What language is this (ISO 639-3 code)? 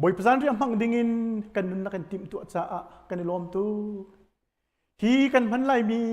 cnh